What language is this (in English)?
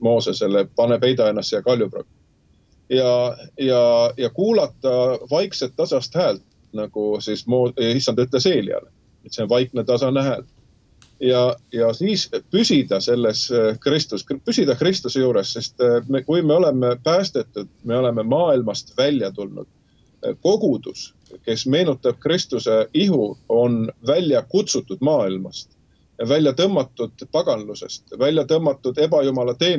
Estonian